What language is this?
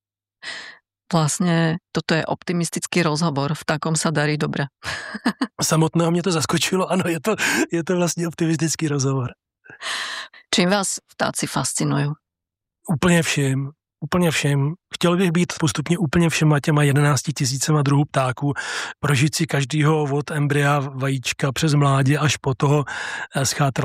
Czech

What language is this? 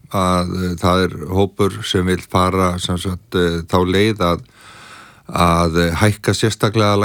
Icelandic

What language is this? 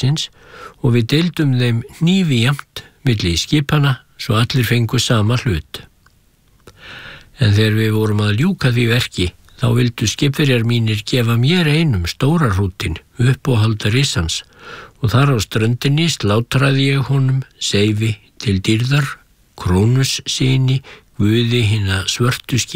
Icelandic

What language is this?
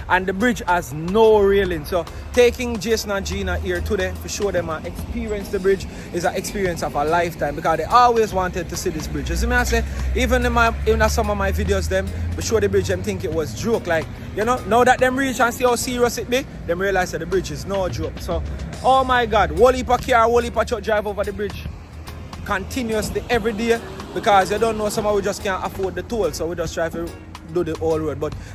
Jamaican Creole English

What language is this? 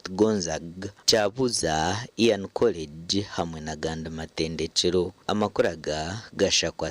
Nyankole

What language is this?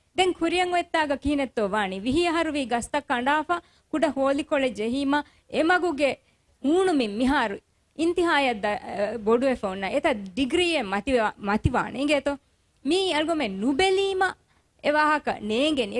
Divehi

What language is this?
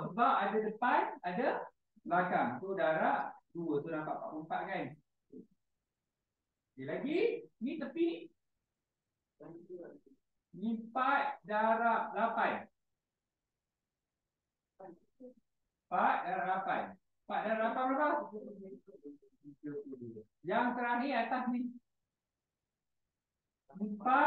Malay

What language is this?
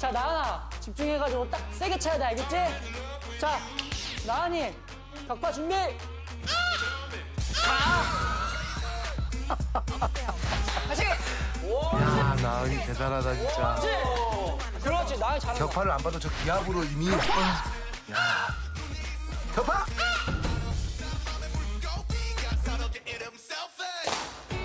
Korean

